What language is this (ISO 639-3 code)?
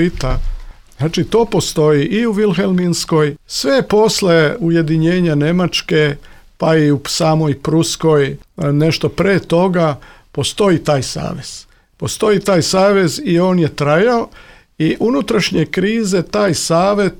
srp